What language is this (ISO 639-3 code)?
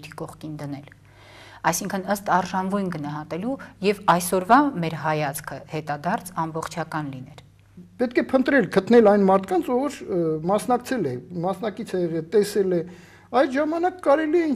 hye